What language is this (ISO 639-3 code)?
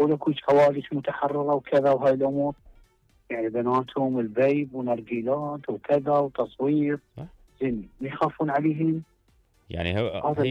acm